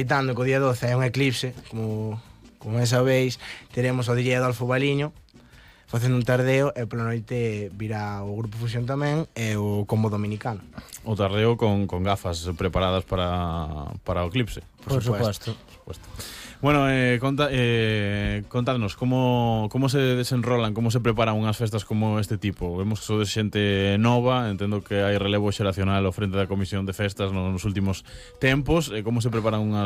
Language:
Galician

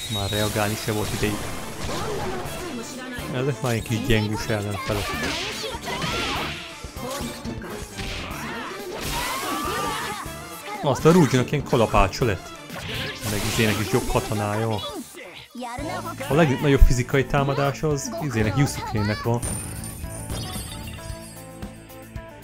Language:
Hungarian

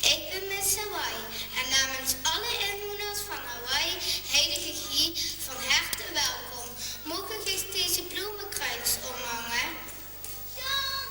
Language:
Limburgish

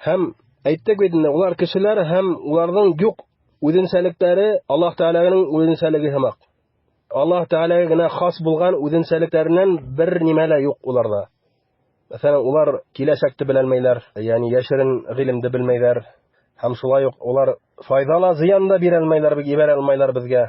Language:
Bashkir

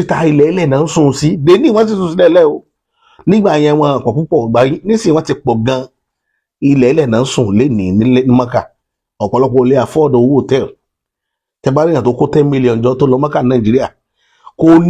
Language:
Yoruba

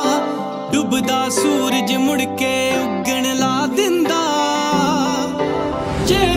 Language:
Punjabi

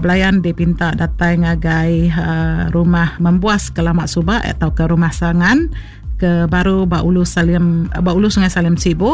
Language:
Iban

